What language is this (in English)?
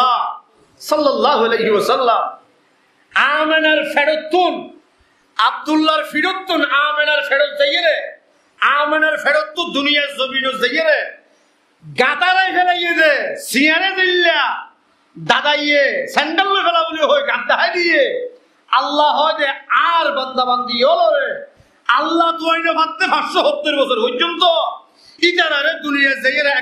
Rohingya